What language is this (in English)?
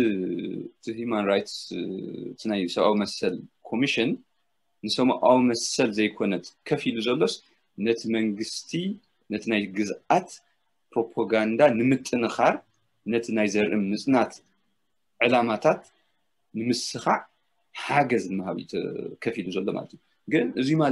Tigrinya